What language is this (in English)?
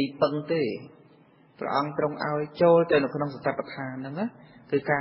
Khmer